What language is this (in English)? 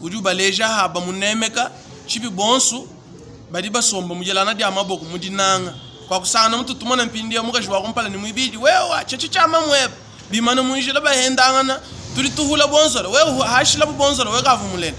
Luba-Lulua